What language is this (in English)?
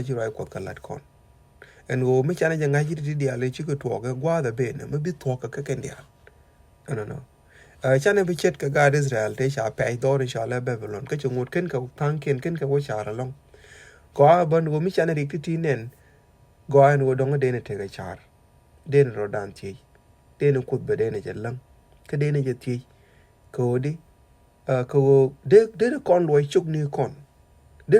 Nuer